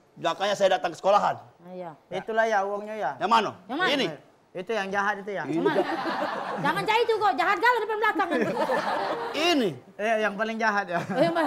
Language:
Musi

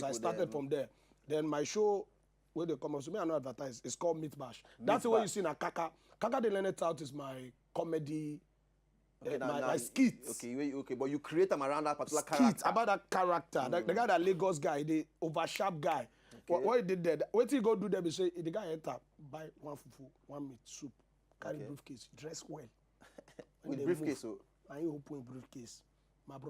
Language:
Nigerian Pidgin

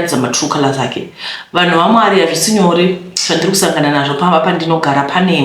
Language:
Shona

